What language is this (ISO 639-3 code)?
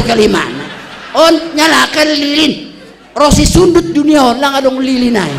bts